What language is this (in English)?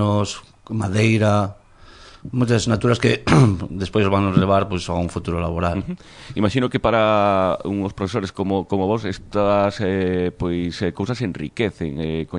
Galician